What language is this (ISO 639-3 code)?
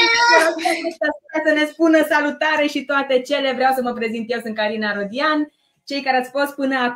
ron